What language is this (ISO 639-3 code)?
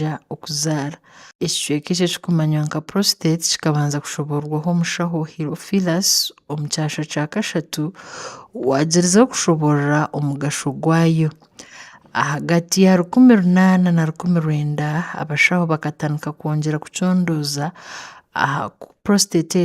nyn